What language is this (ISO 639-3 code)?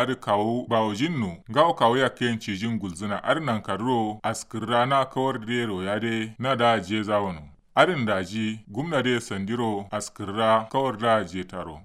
kau